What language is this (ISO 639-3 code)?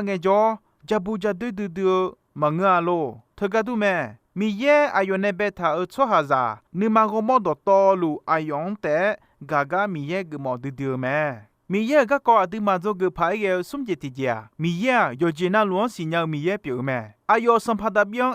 ahk